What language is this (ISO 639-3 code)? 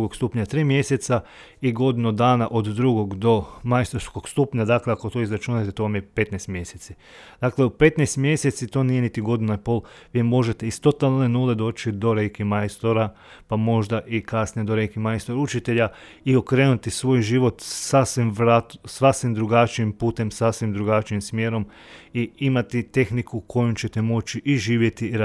hrv